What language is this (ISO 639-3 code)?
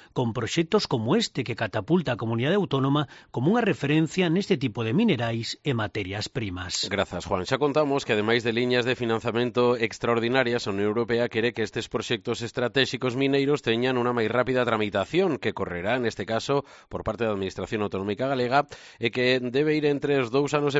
glg